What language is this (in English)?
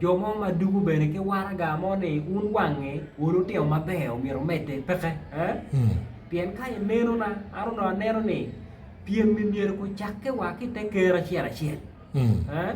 Acoli